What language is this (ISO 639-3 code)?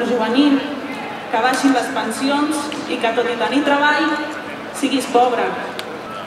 cat